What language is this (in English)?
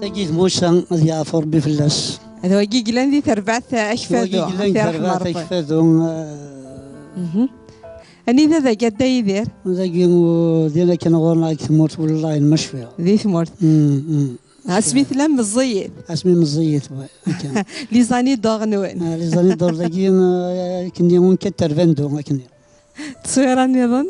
Kabyle